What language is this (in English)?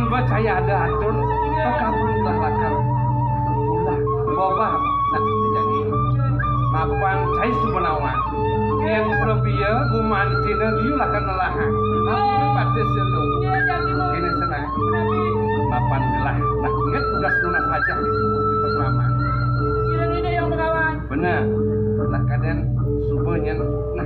Balinese